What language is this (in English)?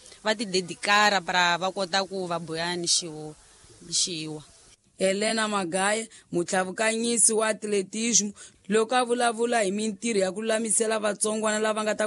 Tsonga